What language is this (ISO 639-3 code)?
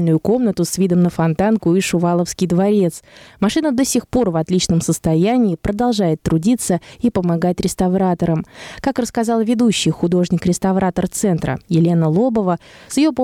rus